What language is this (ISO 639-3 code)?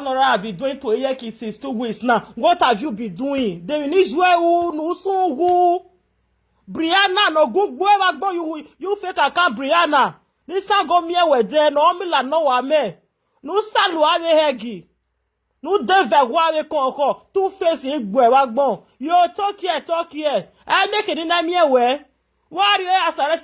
pcm